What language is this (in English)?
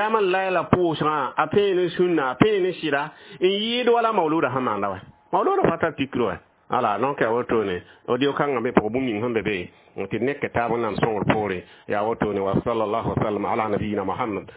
Mossi